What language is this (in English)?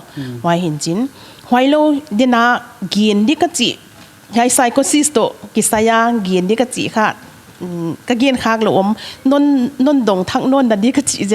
Paite Chin